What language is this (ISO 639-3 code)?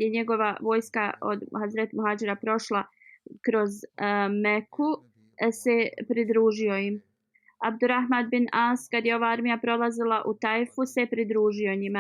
bos